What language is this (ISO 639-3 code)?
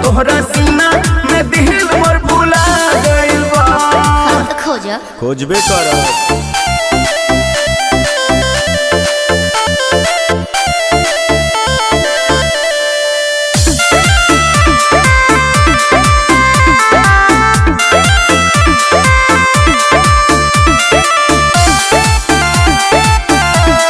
bho